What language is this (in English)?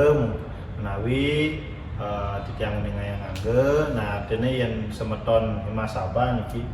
Balinese